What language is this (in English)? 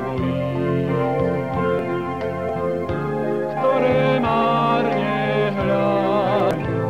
Slovak